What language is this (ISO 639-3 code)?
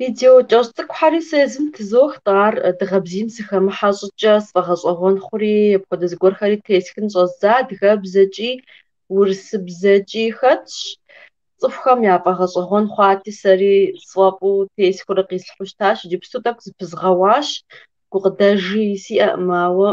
kbd